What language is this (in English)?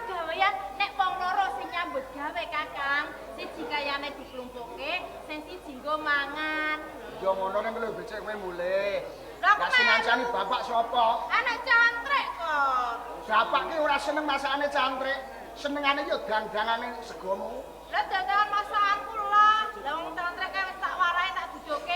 Javanese